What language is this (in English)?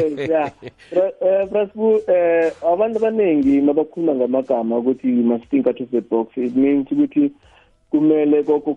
South Ndebele